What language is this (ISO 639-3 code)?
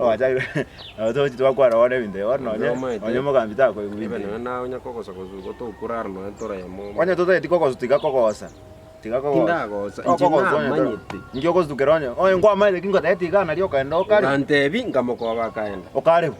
guz